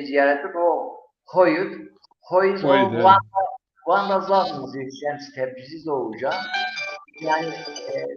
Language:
Zaza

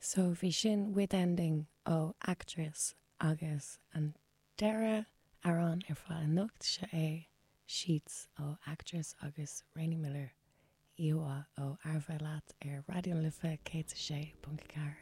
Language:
Irish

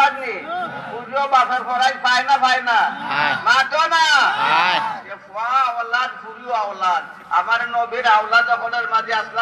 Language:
Sylheti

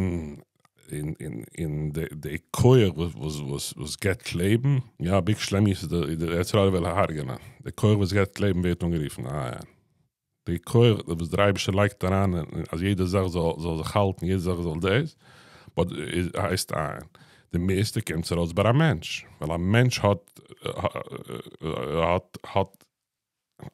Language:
Yiddish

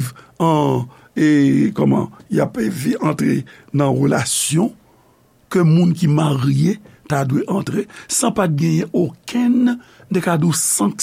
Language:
Haitian Creole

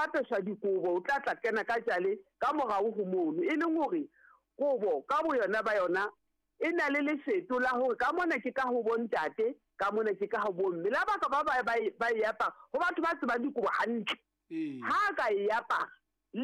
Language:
Southern Sotho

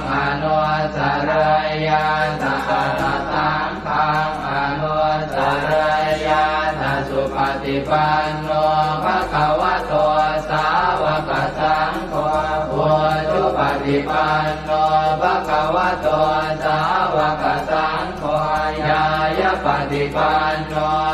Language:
Pali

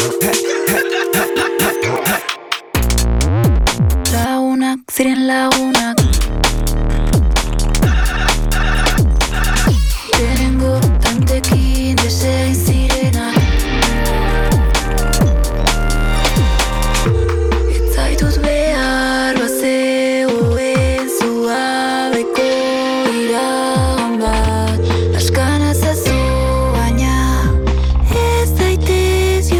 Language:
Basque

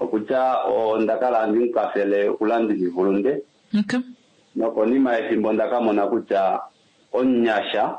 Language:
Kuanyama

